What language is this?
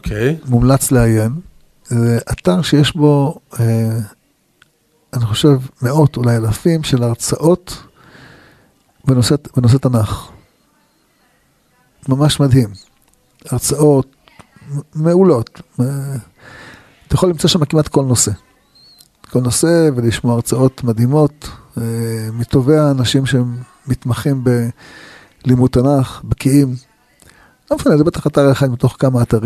Hebrew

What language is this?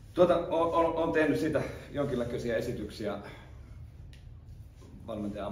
Finnish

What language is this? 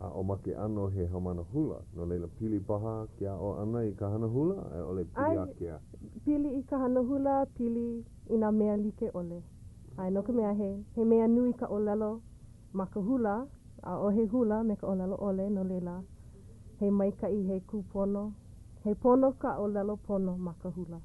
Hawaiian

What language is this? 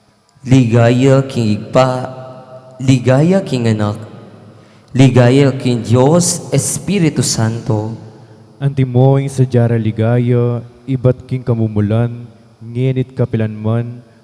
Pampanga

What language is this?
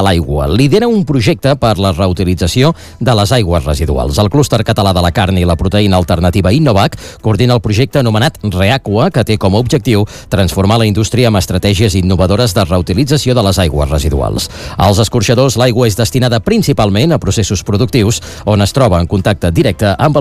Catalan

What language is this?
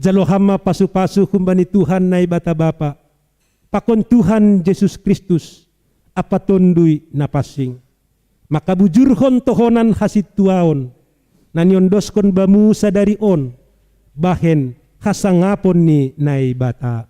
Batak Simalungun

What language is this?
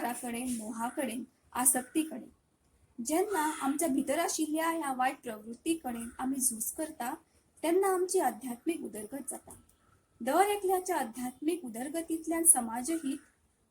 Konkani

